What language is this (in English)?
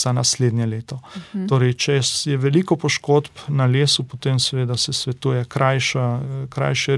Slovenian